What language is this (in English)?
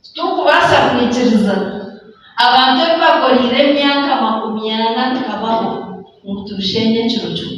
Nyankole